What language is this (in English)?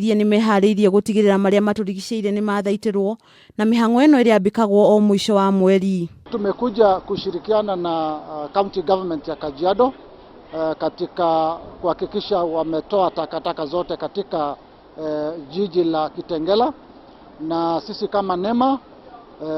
Kikuyu